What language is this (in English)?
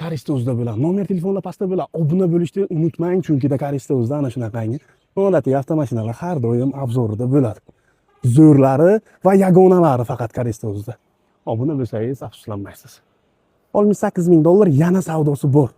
Uzbek